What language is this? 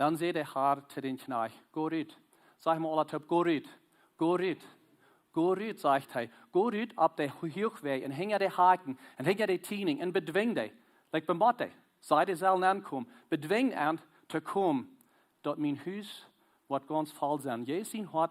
Plautdietsch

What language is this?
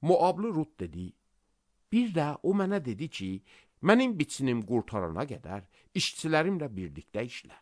Azerbaijani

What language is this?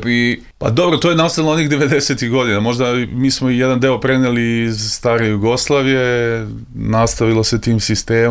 Serbian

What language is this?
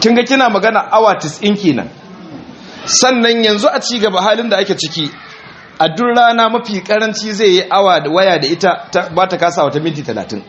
Hausa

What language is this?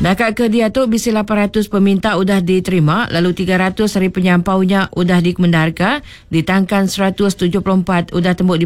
Iban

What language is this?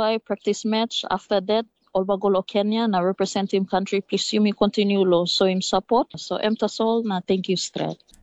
Tok Pisin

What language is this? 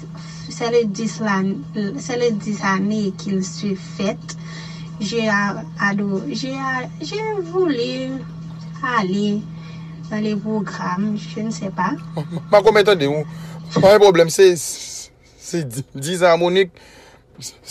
Haitian Creole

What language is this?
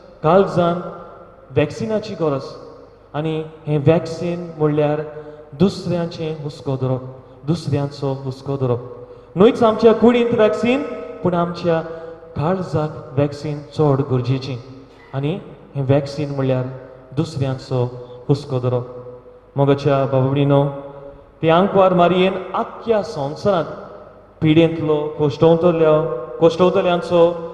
Konkani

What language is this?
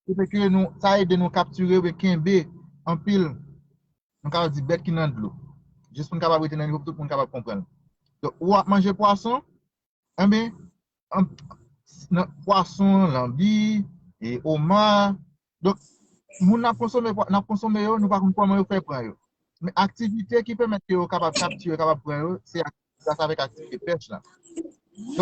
Haitian Creole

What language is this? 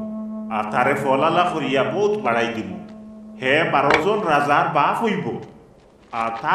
Sylheti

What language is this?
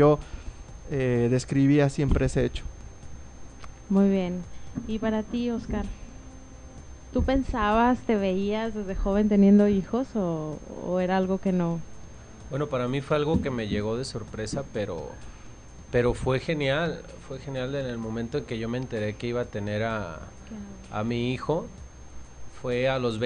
Spanish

